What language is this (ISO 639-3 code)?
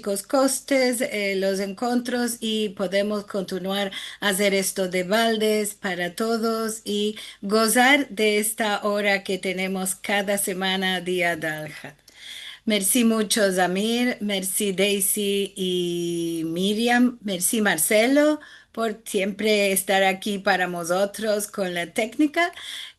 lad